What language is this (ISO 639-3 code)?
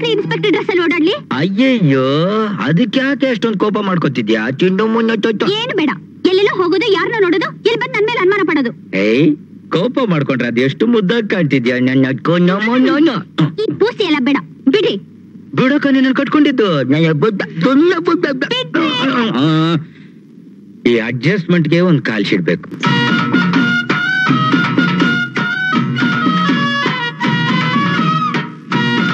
kan